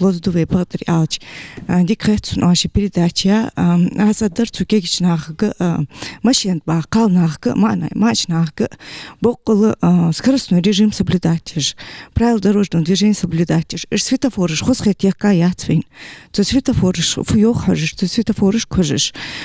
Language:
Ingush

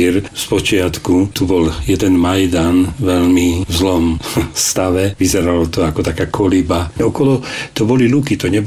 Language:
Slovak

